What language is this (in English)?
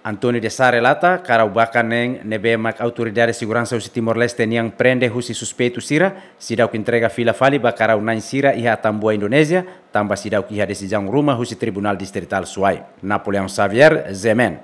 Tetum